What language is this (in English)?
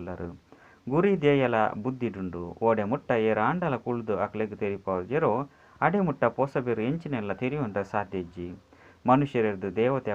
Tulu